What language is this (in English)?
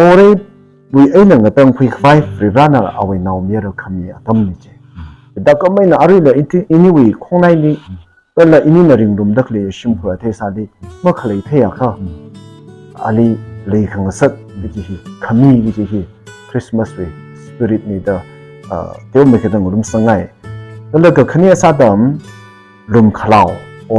Tangkhul Naga (India)